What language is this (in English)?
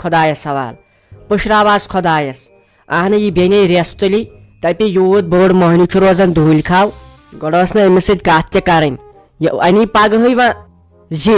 Kashmiri